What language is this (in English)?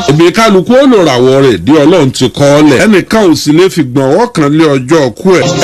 Yoruba